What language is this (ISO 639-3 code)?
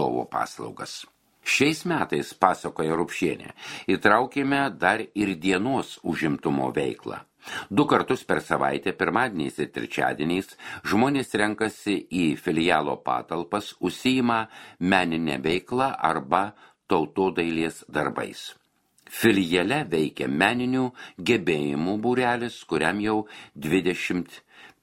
lit